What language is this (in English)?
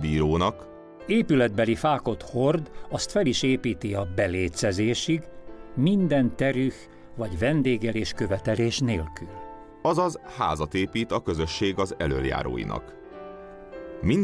Hungarian